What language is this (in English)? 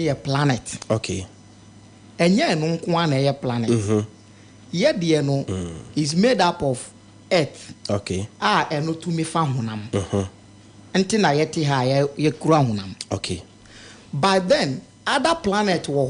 Akan